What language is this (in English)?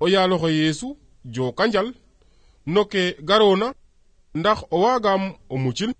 Serer